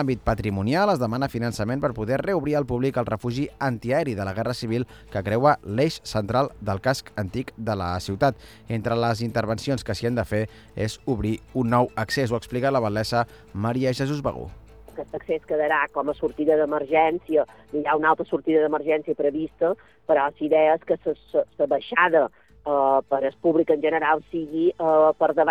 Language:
Catalan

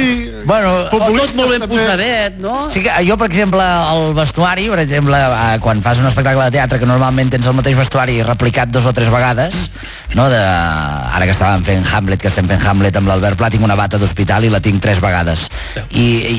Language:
Catalan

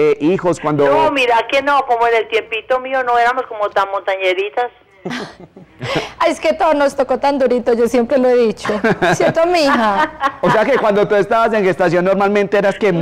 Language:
Spanish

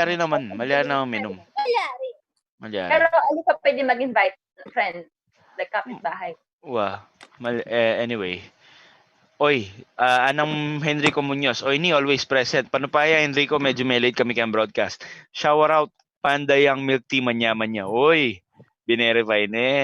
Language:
Pampanga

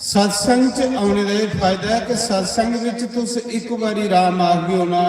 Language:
Dogri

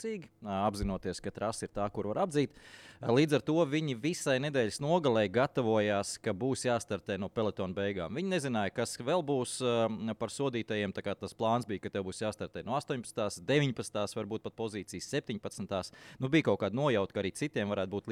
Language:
Latvian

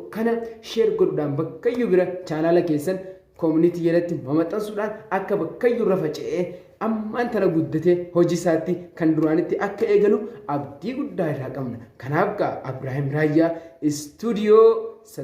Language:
Oromo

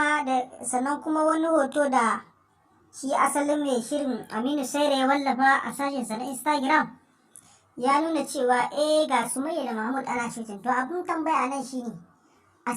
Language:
Hausa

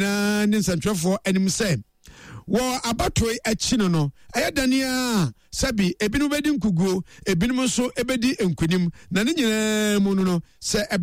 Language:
Akan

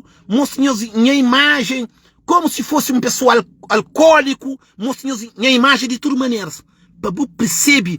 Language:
Kabuverdianu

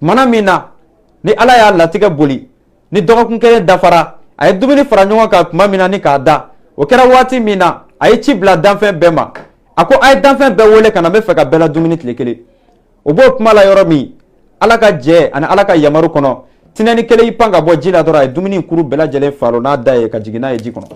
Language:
Bambara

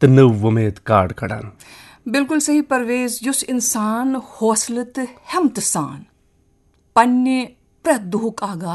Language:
Kashmiri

